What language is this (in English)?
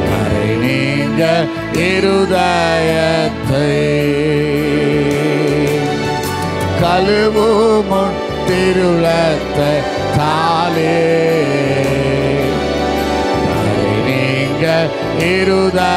Tamil